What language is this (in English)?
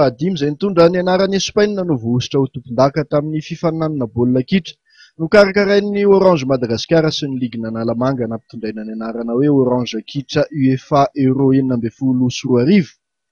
Malagasy